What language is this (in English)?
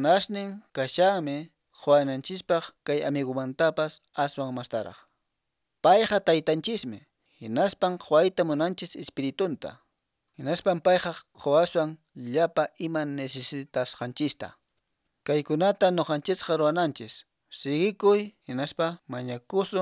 Quechua